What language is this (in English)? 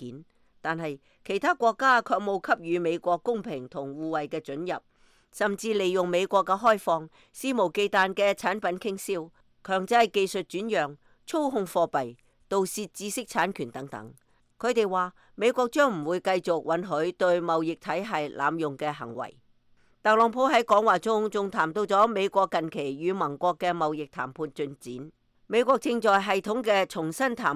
Cantonese